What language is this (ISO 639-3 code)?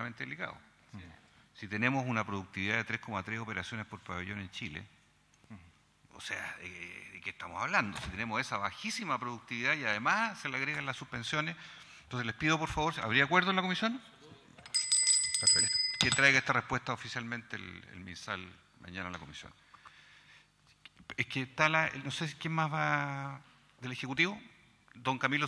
spa